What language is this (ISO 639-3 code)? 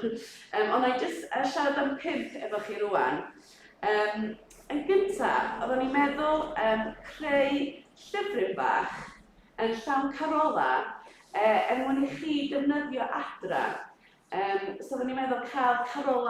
cym